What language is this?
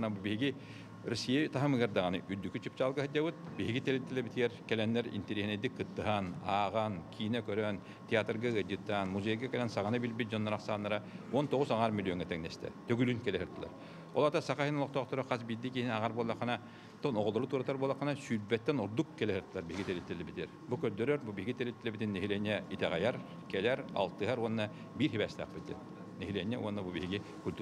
Yakut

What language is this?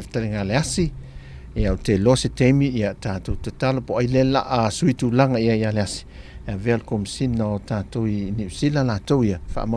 Samoan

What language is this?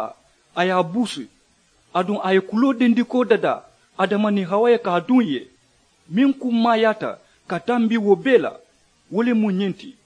Mandingo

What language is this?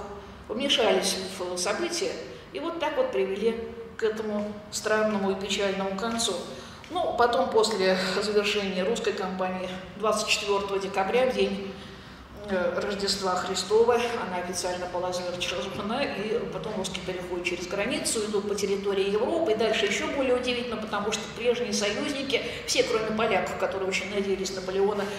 Russian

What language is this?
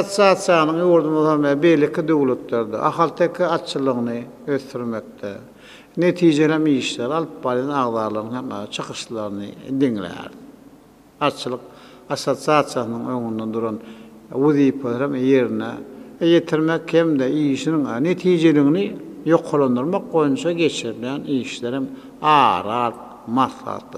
Turkmen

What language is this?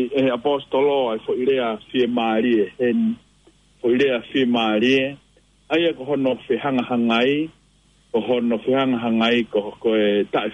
Tongan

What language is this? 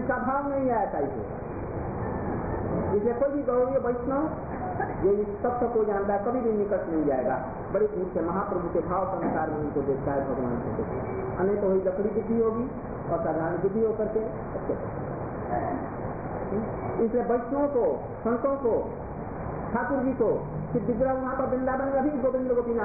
Hindi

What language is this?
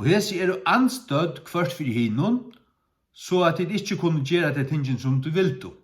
Faroese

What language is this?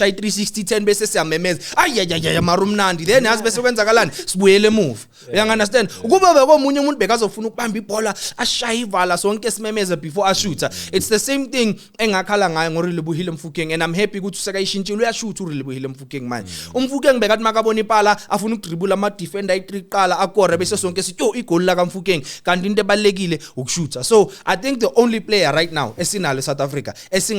Zulu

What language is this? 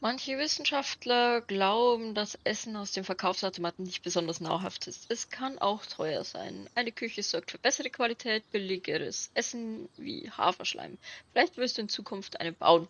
Bavarian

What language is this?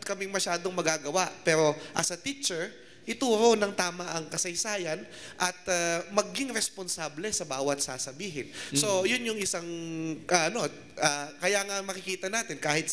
Filipino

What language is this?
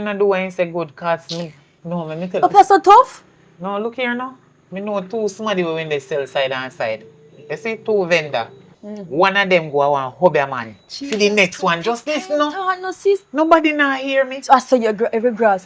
Jamaican Creole English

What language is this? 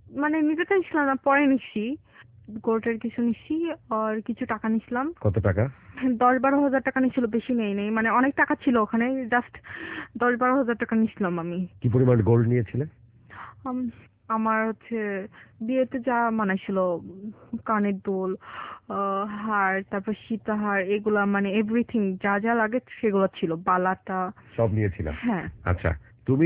Bangla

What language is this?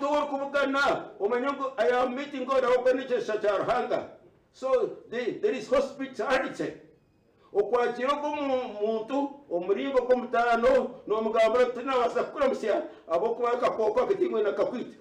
Nyankole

